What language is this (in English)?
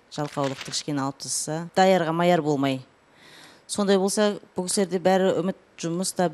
Kazakh